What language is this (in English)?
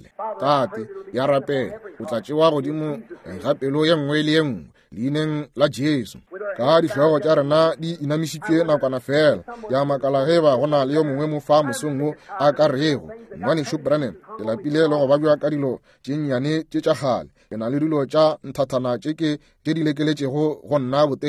Northern Sotho